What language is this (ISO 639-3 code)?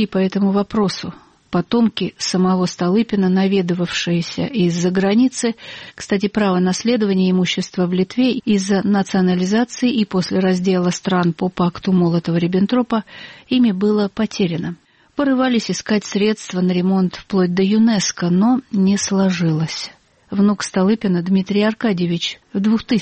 rus